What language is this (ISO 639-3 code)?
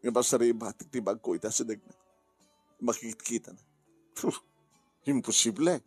ilo